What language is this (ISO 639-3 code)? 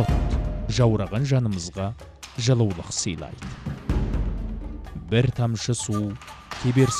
kaz